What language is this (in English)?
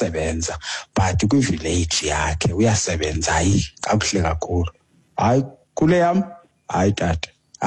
Xhosa